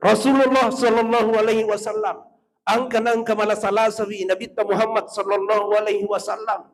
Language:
Buginese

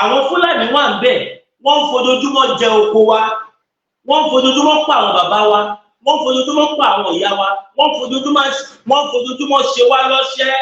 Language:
Yoruba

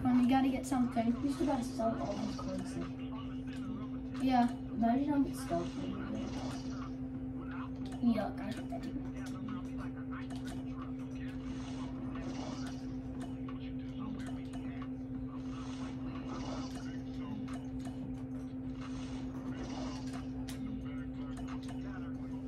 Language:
English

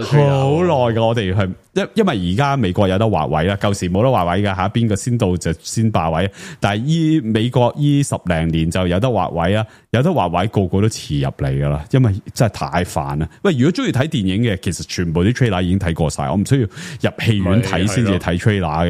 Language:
Cantonese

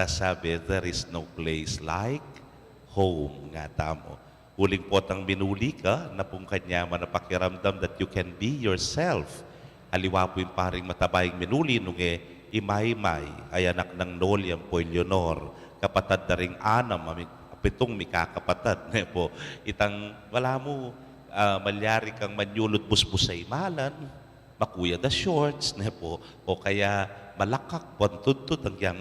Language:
Pampanga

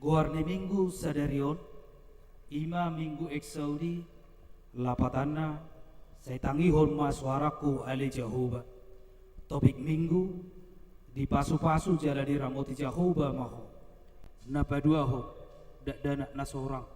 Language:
Batak Toba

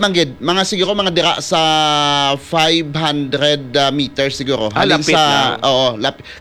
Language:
Hiligaynon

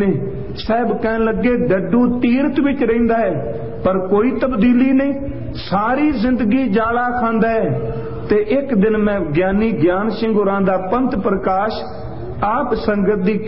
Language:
Punjabi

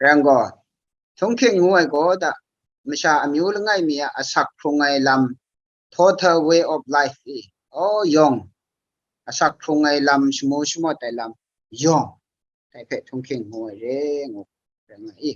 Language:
Kachin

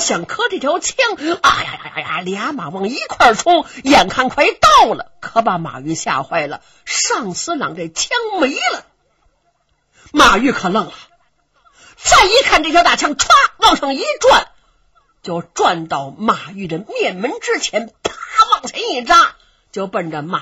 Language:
Chinese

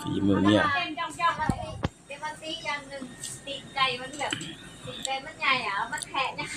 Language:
Northeastern Thai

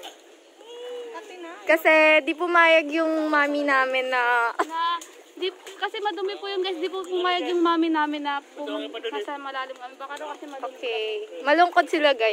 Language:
Filipino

